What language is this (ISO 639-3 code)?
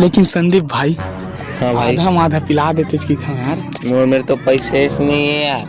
hne